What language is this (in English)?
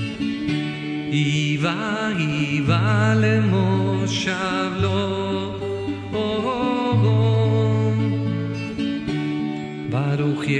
Hebrew